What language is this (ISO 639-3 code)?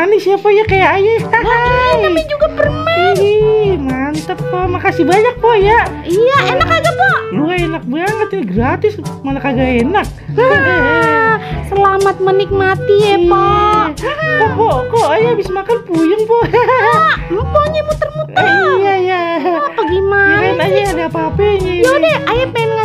bew